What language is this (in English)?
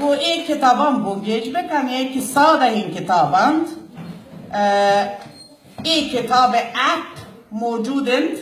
Baluchi